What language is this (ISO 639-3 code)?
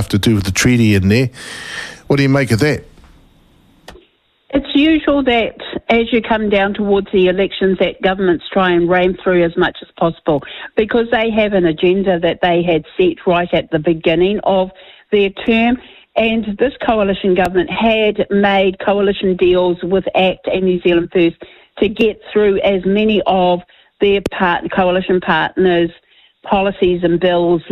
eng